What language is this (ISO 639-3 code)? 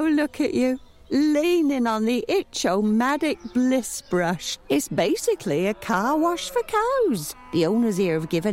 eng